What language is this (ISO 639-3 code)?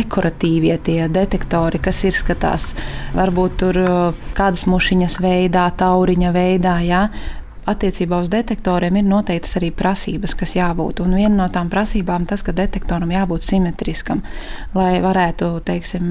lav